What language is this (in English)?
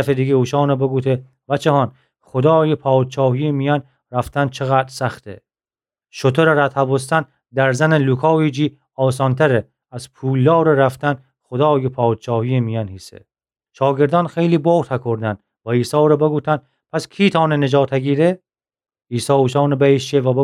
Gilaki